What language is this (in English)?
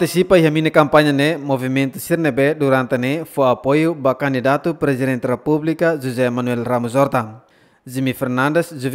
Tetum